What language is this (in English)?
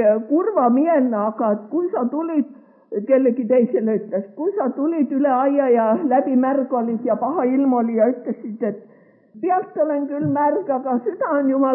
Estonian